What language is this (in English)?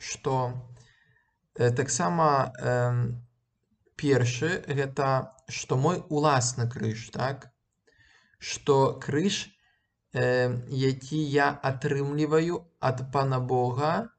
Belarusian